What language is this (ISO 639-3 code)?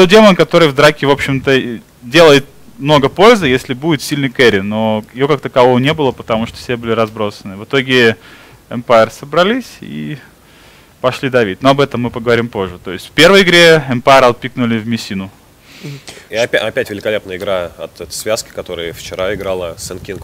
rus